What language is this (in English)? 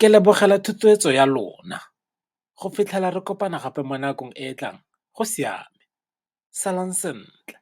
Tswana